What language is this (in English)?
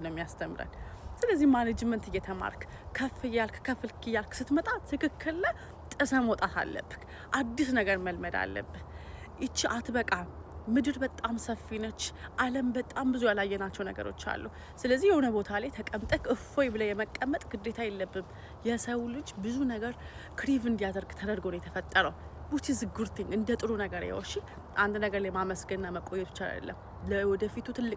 Amharic